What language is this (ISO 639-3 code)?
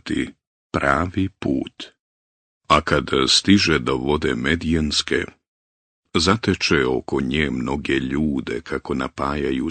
bos